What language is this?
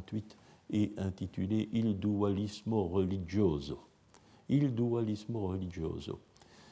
French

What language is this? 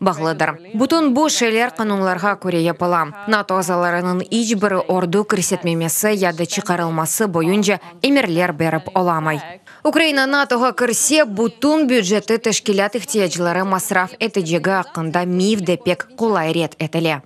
Crimean Tatar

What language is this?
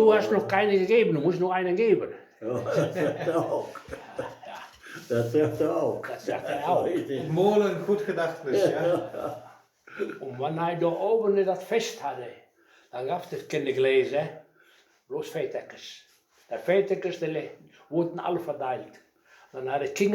Westphalien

